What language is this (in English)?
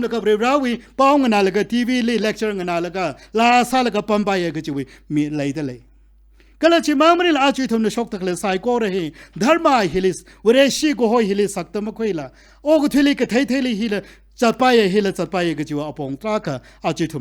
Tangkhul Naga (India)